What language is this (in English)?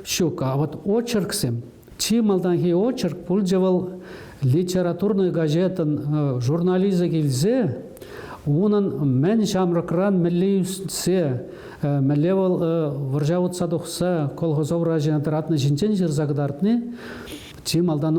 Chuvash